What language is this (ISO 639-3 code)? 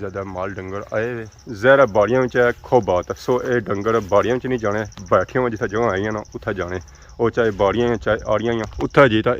phr